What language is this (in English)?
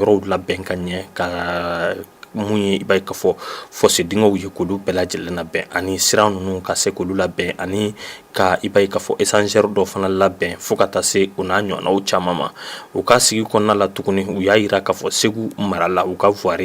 Bambara